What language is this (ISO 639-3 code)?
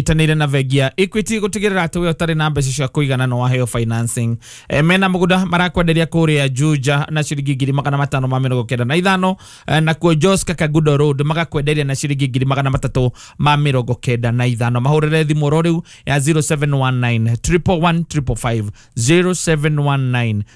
kik